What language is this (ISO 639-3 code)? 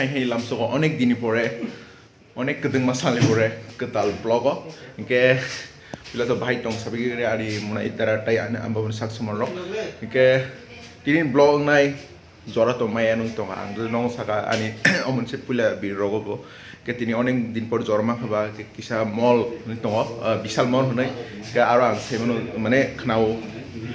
trp